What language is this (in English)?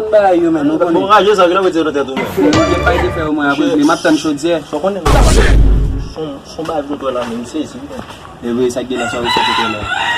Haitian Creole